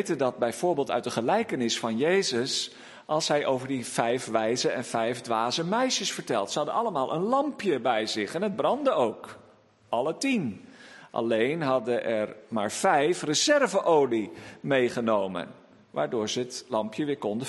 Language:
Dutch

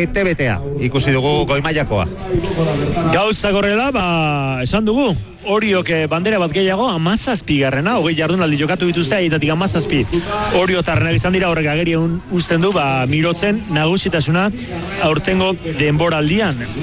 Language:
Basque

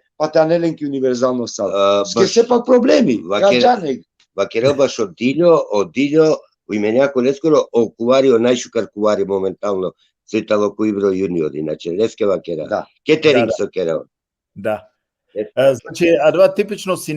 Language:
Balkan Romani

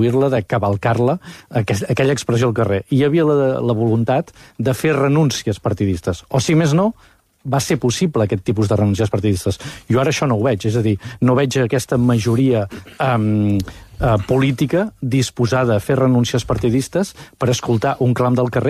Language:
Catalan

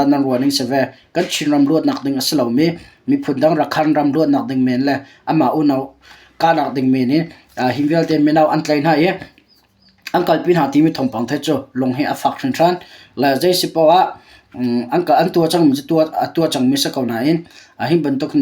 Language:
Hakha Chin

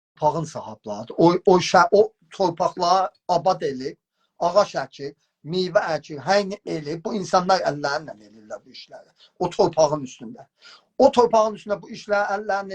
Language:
South Azerbaijani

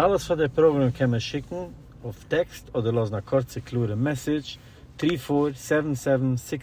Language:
Yiddish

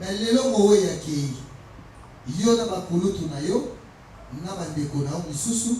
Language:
Lingala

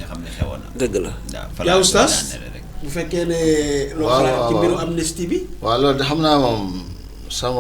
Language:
Wolof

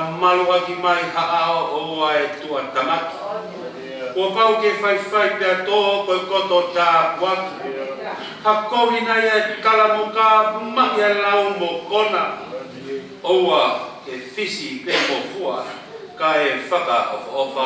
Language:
Tongan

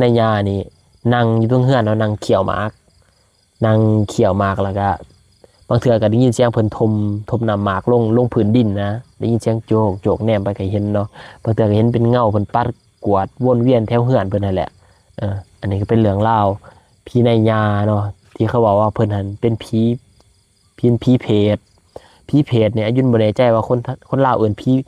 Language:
Lao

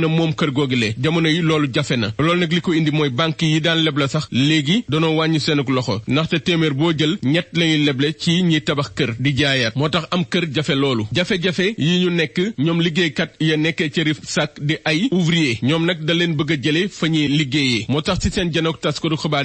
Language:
Wolof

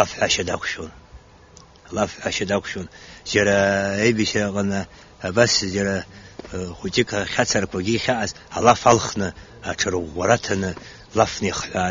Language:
Abkhazian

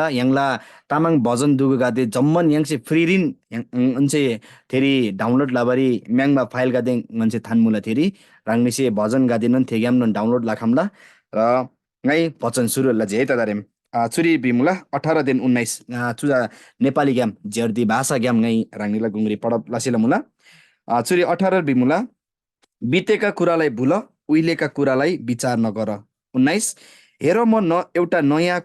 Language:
Eastern Tamang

